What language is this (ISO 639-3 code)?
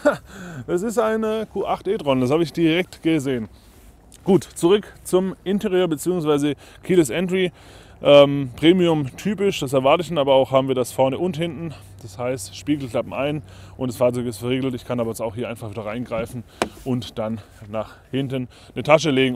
deu